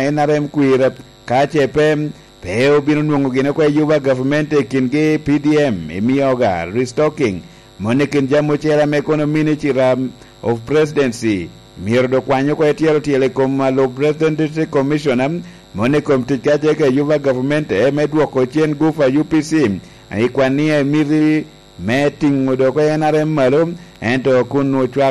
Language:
Lango (Uganda)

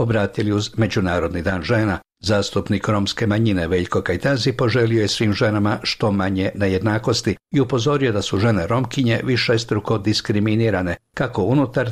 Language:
Croatian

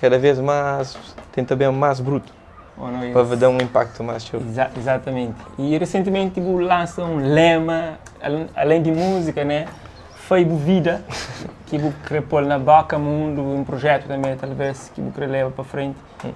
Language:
Kabuverdianu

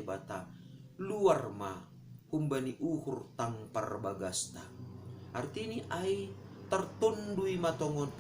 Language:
Batak Simalungun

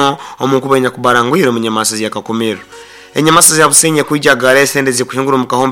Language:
Nyoro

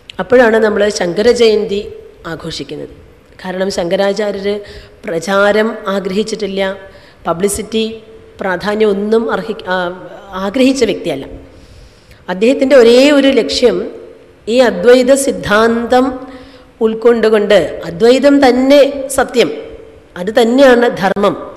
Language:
Malayalam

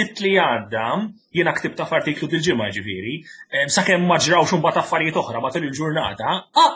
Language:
Maltese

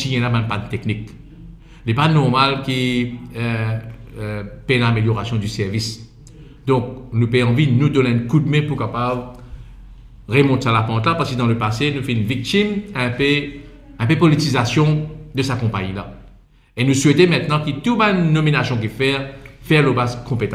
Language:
Morisyen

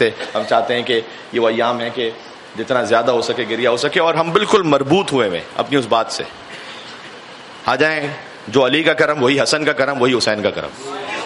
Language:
Urdu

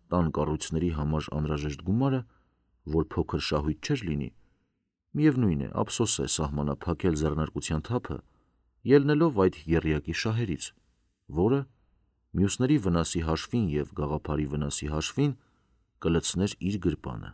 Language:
Armenian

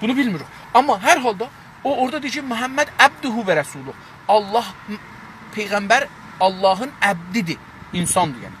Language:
South Azerbaijani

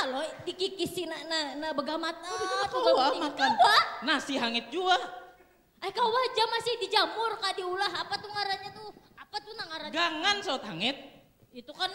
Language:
Banjar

